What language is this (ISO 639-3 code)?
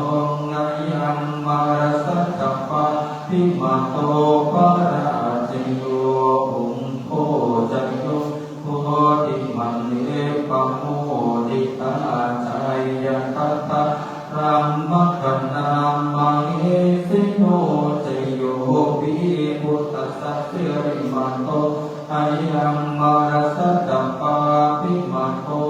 pli